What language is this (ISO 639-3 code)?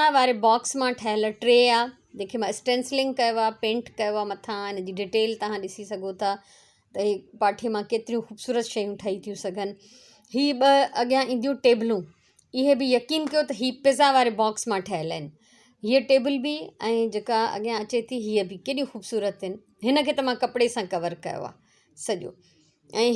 snd